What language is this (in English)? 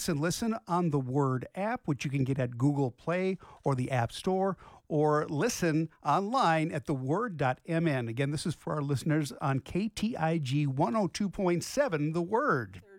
English